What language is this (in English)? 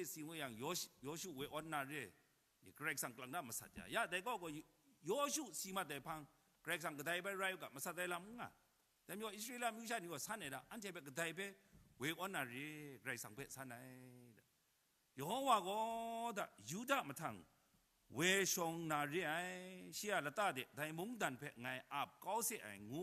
Kachin